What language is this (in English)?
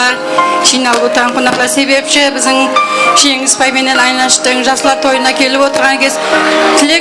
Kara-Kalpak